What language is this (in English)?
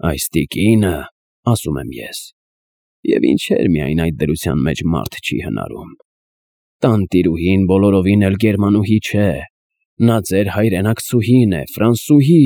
Armenian